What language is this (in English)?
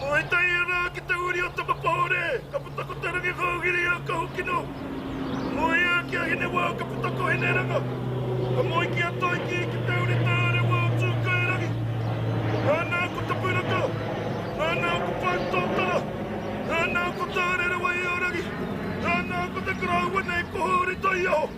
Māori